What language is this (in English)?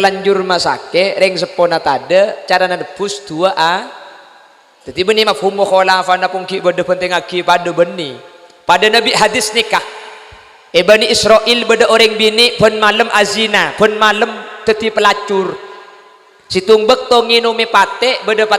Madurese